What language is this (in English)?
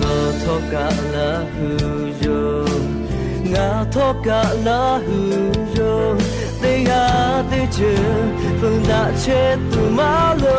Lahu